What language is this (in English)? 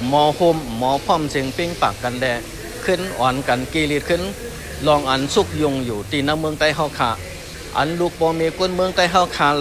Shan